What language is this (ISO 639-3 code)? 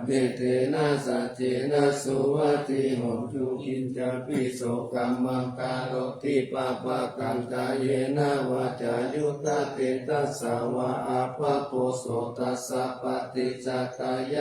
pli